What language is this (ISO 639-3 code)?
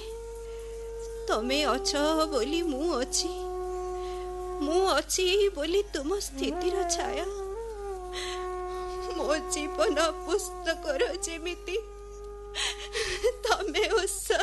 ori